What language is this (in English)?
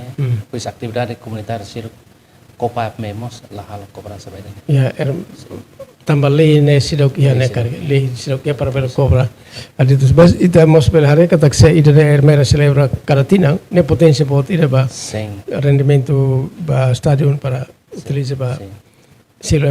Tetum